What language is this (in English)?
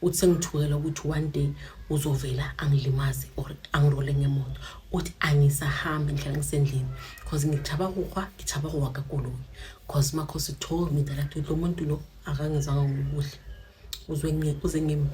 Zulu